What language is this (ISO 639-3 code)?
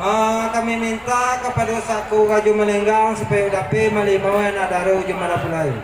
min